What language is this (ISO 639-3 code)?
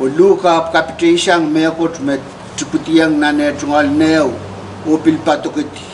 pon